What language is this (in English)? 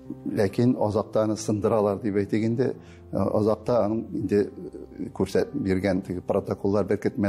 Tatar